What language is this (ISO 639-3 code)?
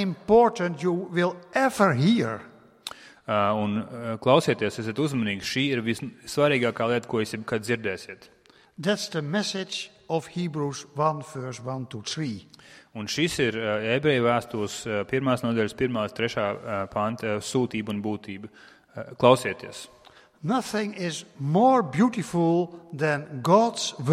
lav